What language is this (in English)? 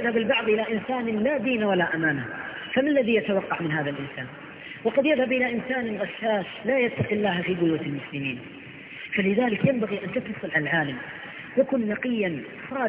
Arabic